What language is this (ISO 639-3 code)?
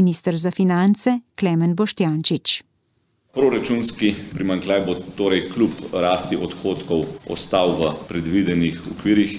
slv